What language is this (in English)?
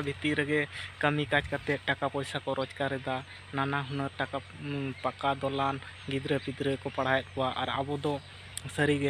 Santali